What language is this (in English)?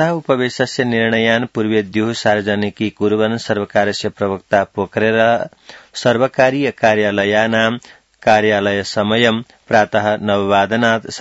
Sanskrit